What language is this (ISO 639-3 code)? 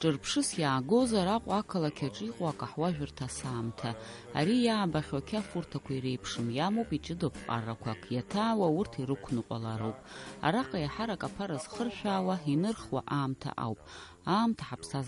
abk